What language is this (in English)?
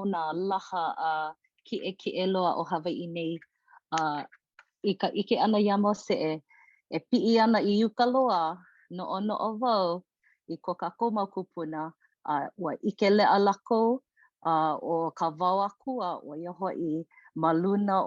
Hawaiian